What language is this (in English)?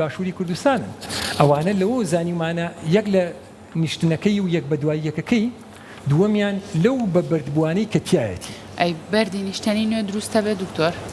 Central Kurdish